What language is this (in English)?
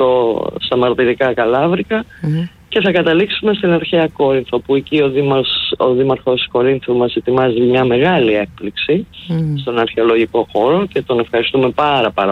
Greek